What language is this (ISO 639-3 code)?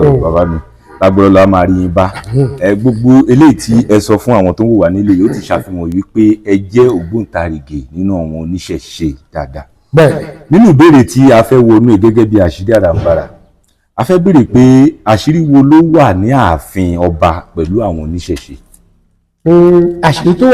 yor